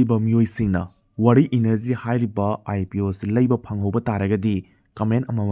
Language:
Manipuri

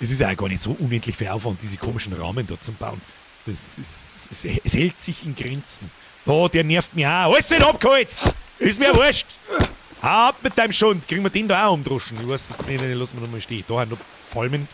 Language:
Bavarian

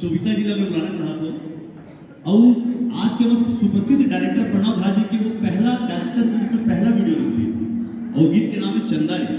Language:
Chhattisgarhi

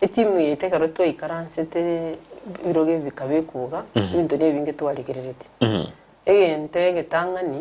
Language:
Gusii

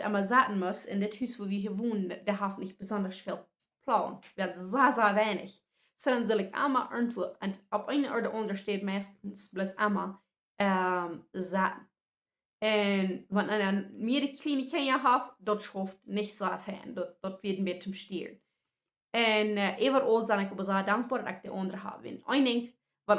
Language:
Plautdietsch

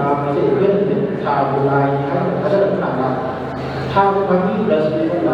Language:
Manipuri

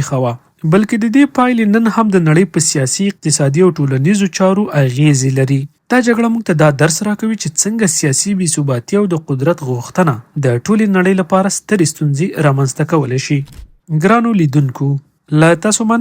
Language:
Pashto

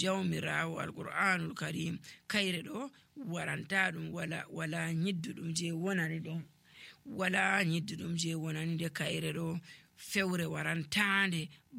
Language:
Nigerian Fulfulde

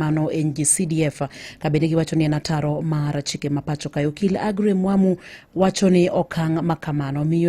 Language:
Luo (Kenya and Tanzania)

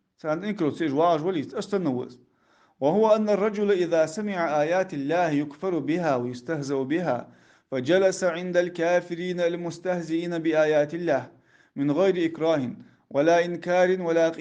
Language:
Ingush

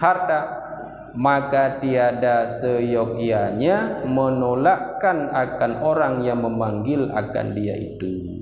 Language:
Achinese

